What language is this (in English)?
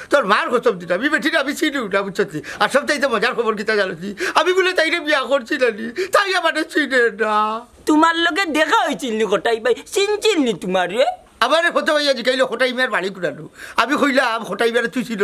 Sylheti